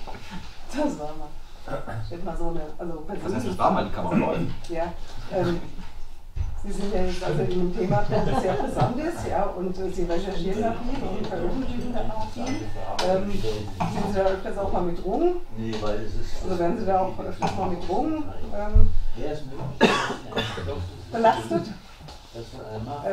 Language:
German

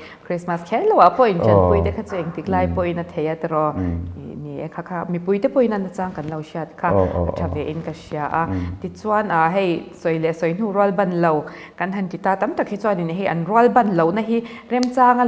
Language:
Mizo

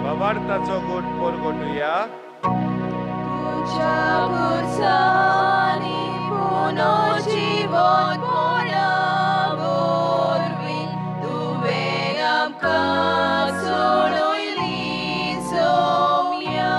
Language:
Konkani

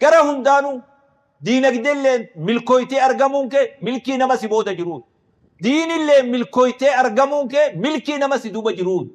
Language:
Oromo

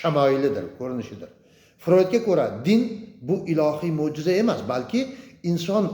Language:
Uzbek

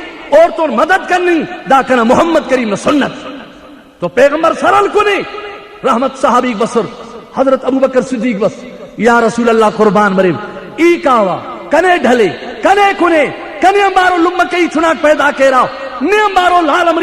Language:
Brahui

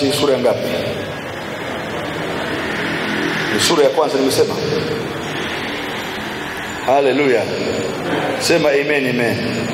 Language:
Swahili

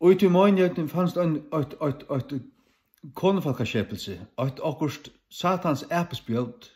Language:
Faroese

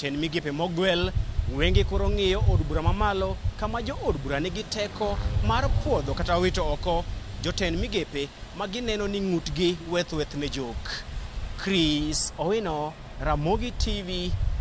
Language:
Luo (Kenya and Tanzania)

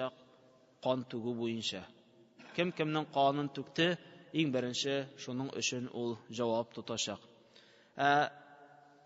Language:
Tatar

